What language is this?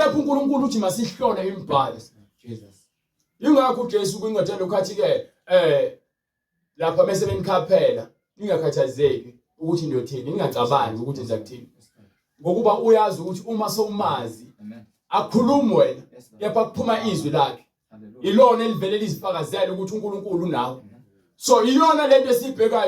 Zulu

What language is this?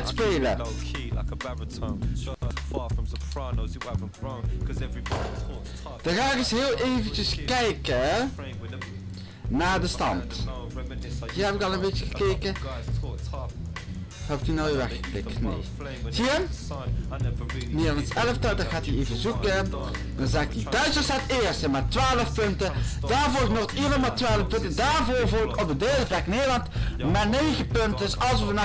Dutch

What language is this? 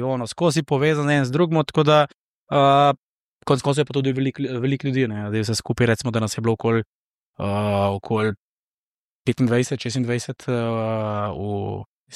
Slovenian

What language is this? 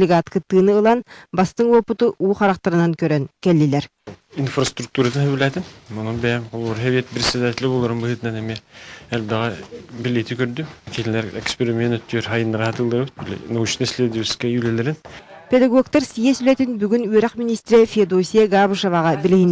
Yakut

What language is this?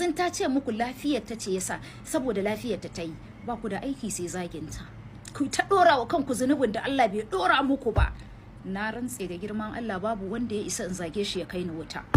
Hausa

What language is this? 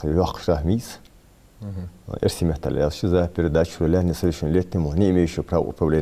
Ingush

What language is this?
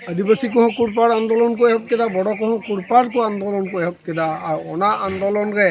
Santali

